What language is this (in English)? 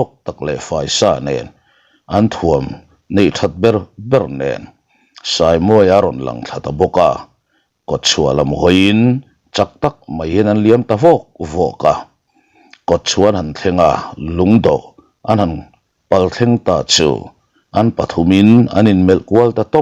Mizo